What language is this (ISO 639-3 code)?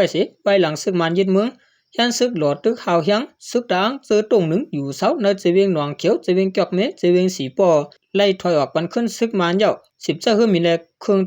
shn